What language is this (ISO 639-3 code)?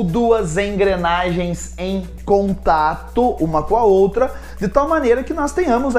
por